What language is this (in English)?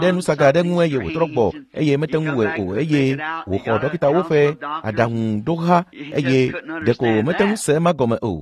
Ewe